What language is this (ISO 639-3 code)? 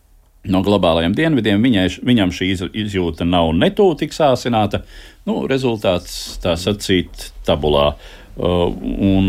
lav